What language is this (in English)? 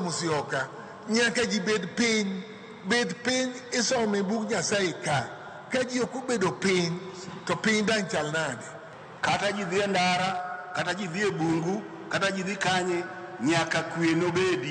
Luo (Kenya and Tanzania)